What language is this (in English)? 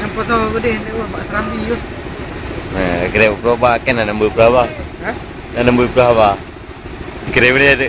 Achinese